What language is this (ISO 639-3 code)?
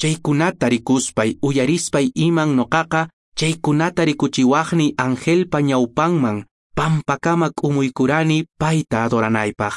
que